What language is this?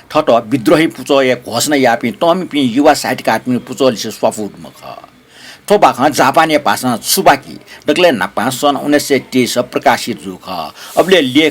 Newari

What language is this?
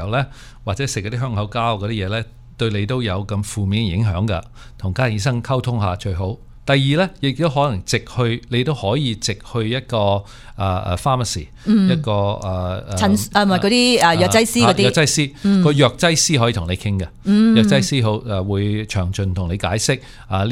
Cantonese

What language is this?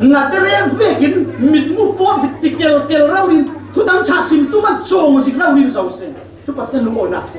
Falam Chin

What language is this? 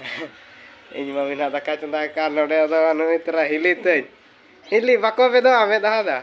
Santali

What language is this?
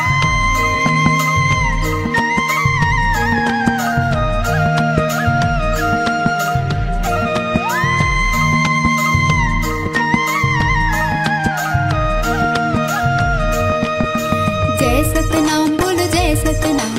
Chhattisgarhi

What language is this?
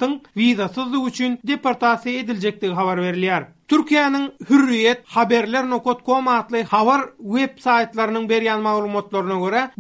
Turkmen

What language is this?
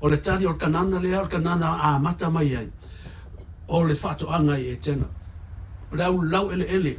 Samoan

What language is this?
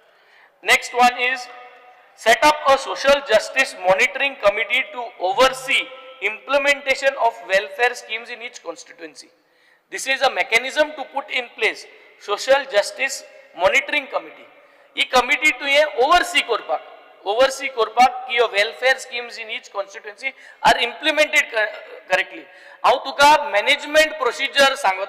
Konkani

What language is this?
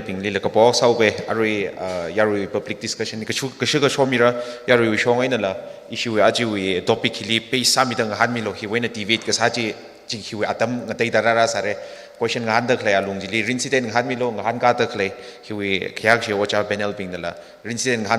Tangkhul Naga (India)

